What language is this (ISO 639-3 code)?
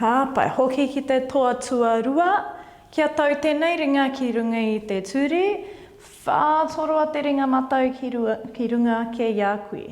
mri